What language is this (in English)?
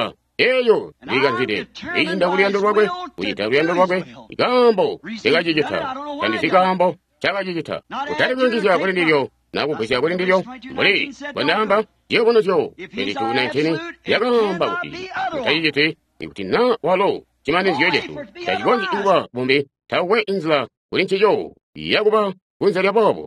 Tonga (Zambia)